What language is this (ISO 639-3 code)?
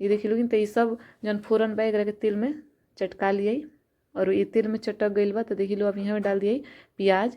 bho